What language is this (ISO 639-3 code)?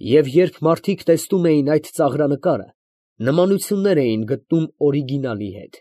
hye